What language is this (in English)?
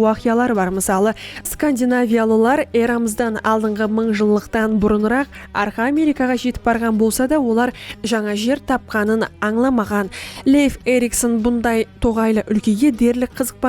Kara-Kalpak